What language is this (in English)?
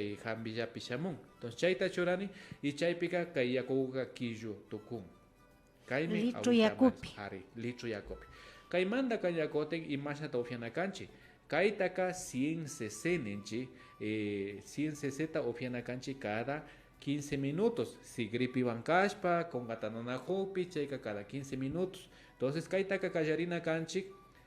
Imbabura Highland Quichua